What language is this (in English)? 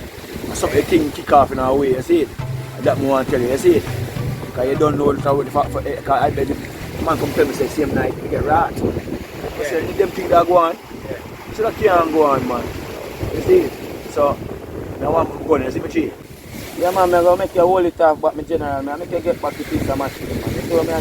Jamaican Creole English